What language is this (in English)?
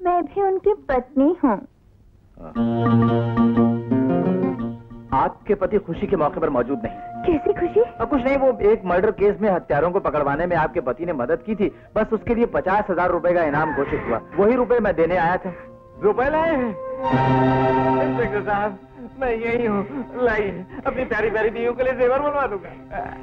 Hindi